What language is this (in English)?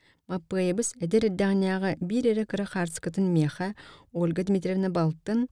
Yakut